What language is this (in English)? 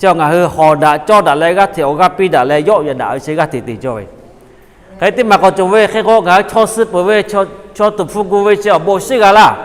Lahu